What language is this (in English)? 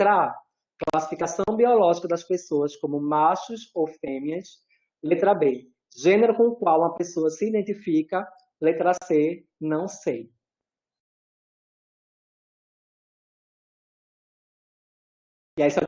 Portuguese